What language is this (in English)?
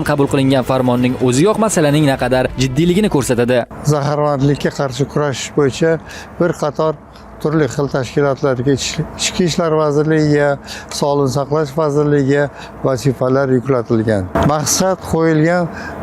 Uzbek